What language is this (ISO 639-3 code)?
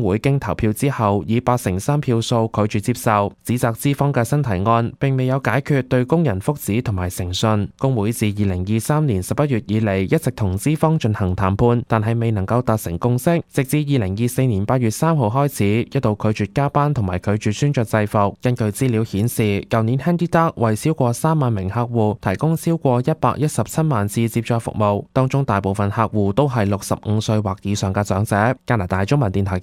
yue